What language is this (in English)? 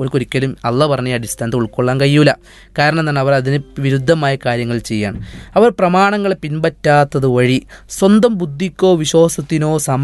Malayalam